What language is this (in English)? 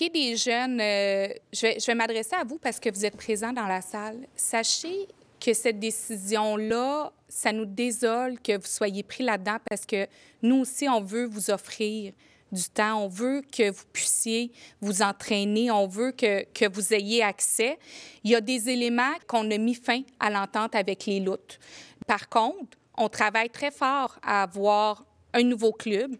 French